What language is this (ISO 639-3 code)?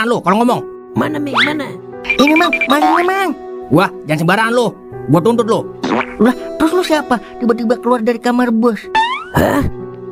bew